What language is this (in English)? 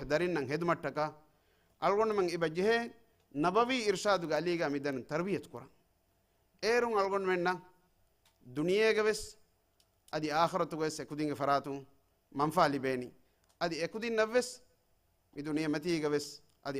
Divehi